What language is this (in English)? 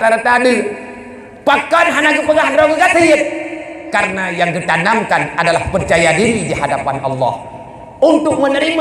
Achinese